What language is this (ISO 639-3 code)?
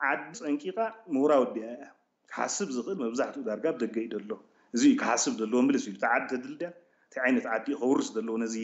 tir